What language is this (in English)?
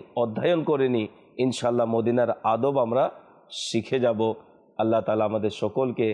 Bangla